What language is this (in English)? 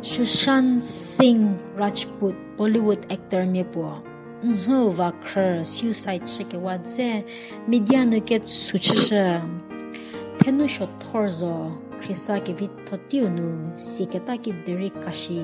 Angami Naga